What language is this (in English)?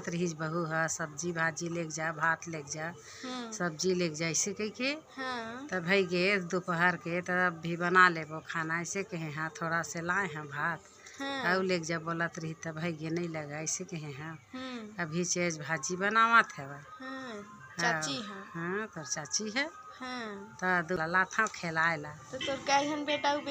Chhattisgarhi